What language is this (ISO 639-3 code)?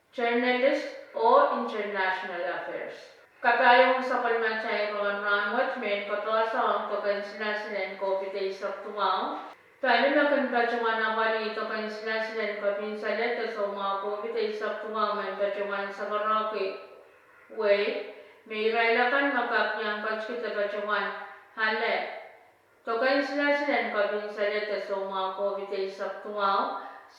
pon